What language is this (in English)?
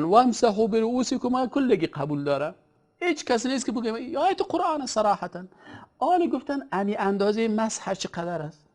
Persian